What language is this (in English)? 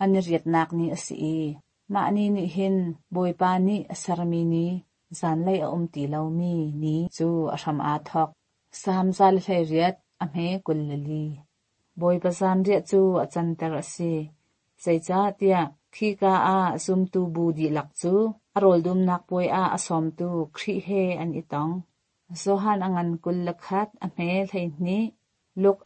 Hakha Chin